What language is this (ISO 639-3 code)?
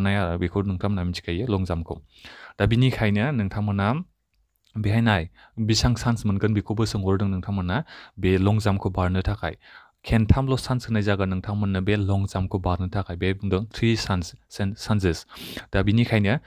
brx